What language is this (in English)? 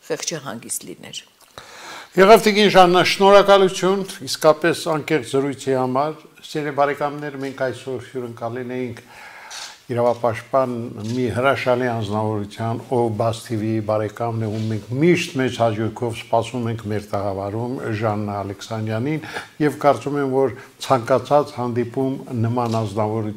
Armenian